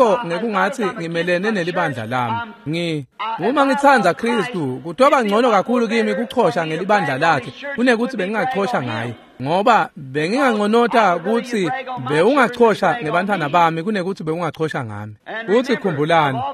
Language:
Swati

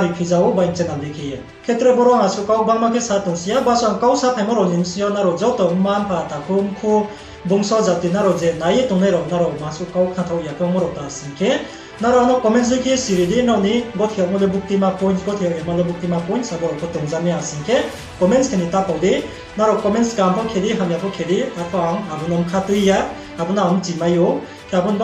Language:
Riang (India)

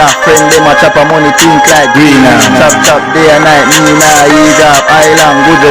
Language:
Jamaican Creole English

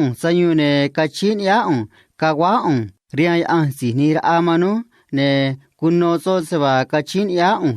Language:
Copala Triqui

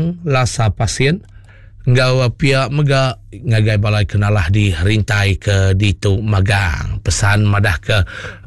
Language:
Iban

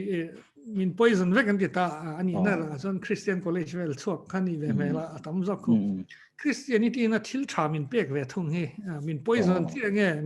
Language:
Mizo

